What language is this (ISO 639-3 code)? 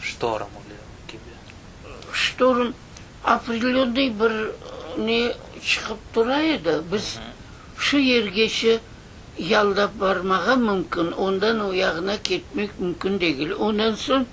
crh